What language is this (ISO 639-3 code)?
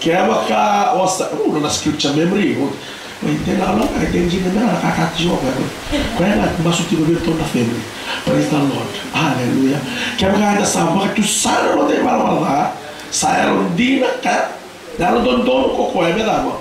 fij